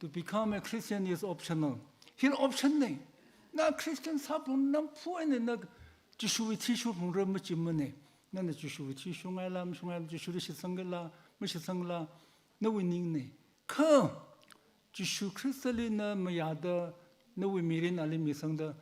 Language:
Tangkhul Naga (India)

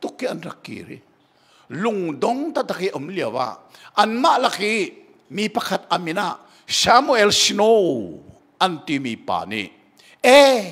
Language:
Hakha Chin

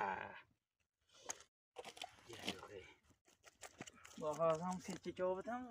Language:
Turkish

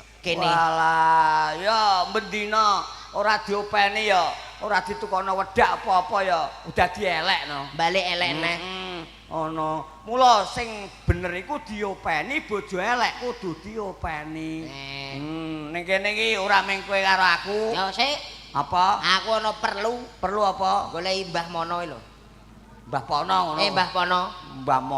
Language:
Javanese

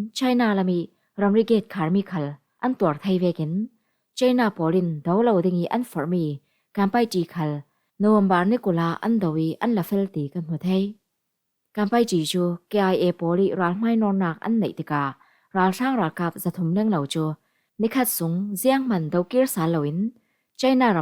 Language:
Falam Chin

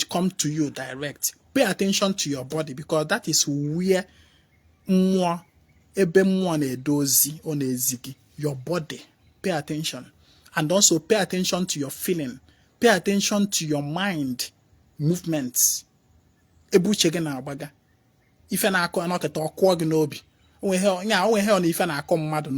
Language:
Igbo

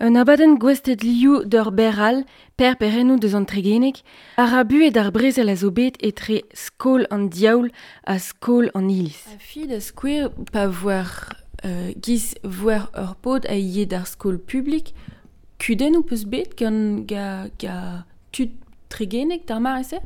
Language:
Breton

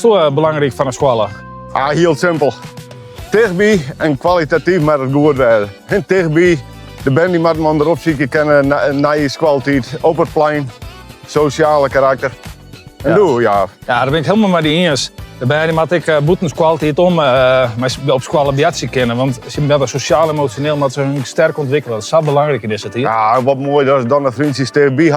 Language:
Western Frisian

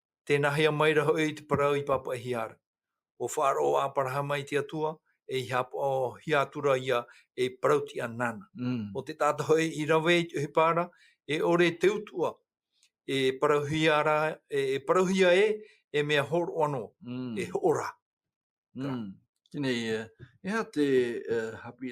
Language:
Tahitian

